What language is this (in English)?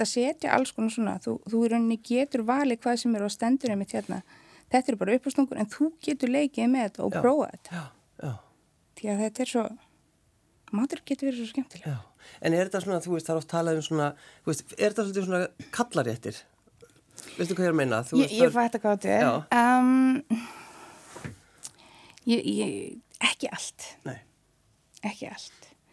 Icelandic